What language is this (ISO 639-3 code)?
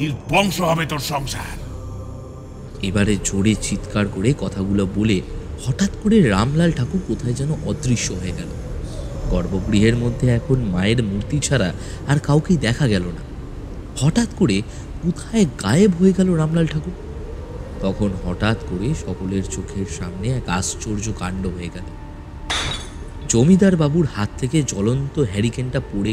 ben